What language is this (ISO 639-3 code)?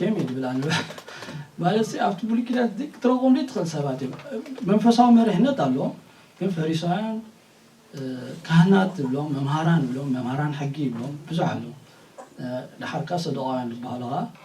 tir